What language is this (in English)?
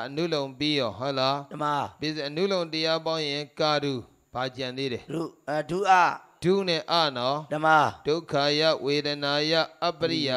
Burmese